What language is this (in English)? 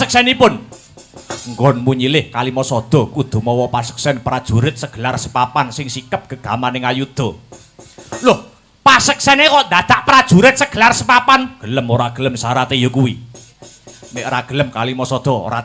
Javanese